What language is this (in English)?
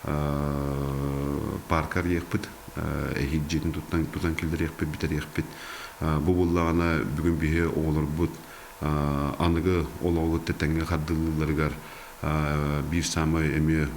Yakut